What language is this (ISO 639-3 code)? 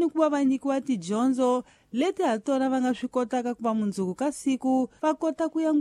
tso